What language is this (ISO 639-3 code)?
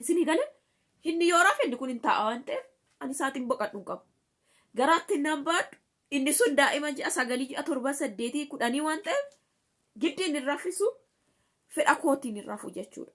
orm